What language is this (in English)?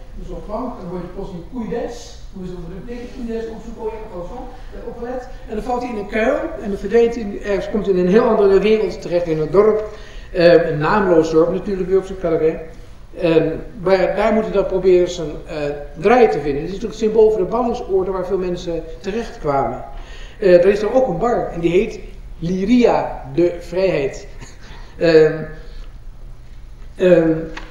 Dutch